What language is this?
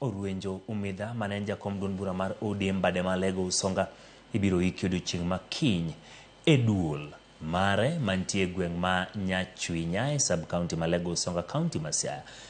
Luo (Kenya and Tanzania)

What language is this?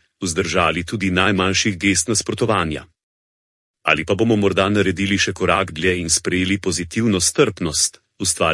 Slovenian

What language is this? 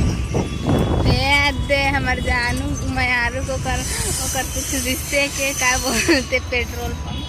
Chhattisgarhi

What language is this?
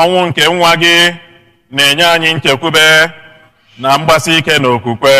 Igbo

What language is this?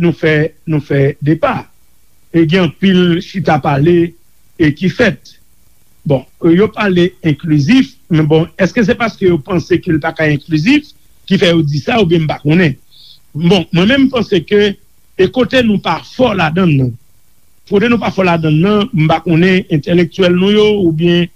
Haitian Creole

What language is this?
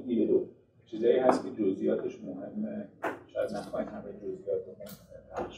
Persian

